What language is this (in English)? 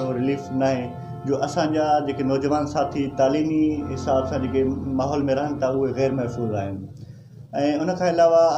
Sindhi